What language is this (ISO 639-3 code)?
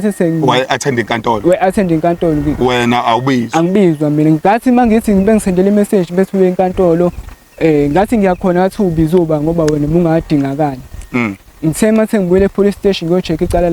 zul